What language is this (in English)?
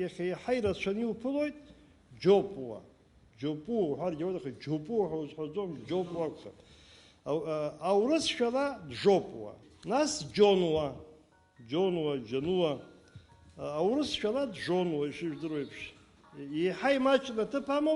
Abkhazian